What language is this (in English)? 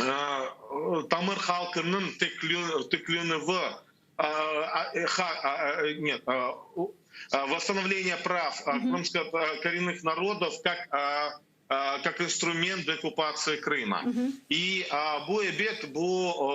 Crimean Tatar